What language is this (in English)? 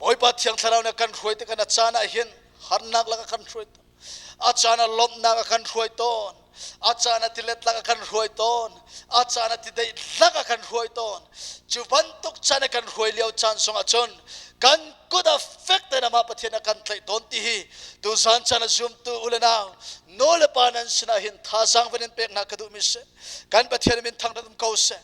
Hakha Chin